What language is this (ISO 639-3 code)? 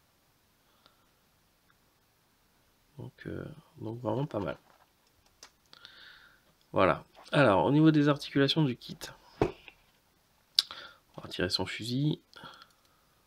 fra